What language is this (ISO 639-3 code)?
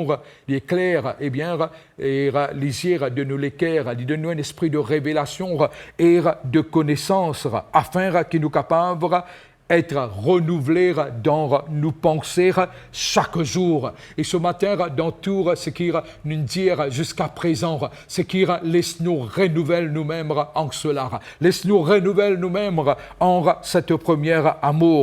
mfe